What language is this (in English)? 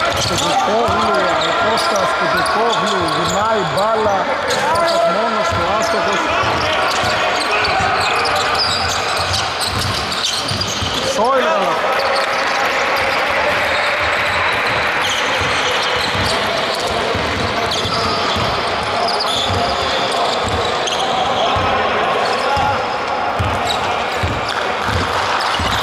Greek